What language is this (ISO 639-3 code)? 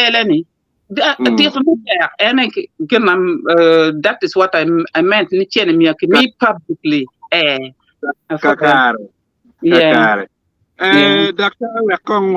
ach